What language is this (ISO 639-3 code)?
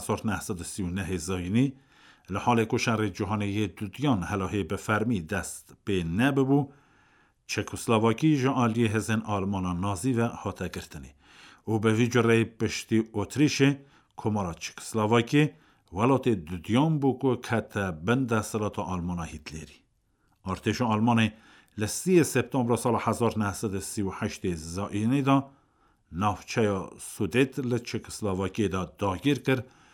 kur